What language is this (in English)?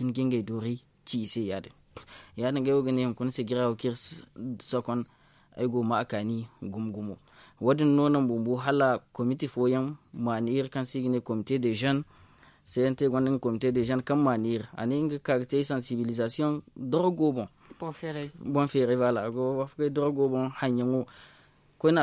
Zarma